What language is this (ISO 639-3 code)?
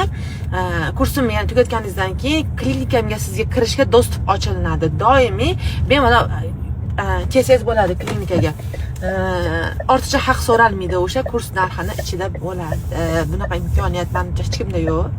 uzb